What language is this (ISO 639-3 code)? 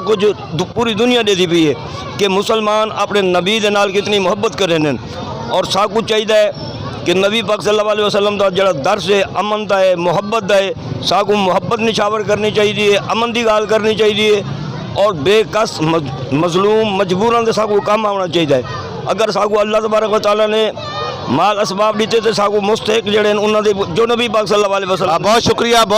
skr